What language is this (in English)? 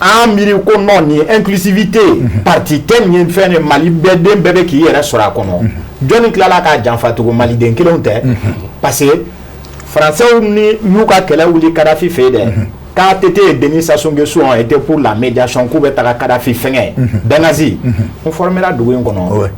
Bambara